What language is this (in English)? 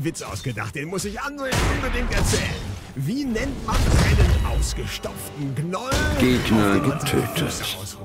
German